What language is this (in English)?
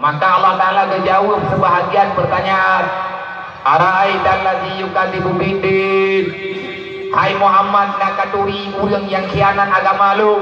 Achinese